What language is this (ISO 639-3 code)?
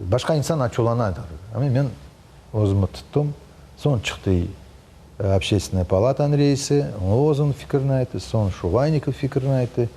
crh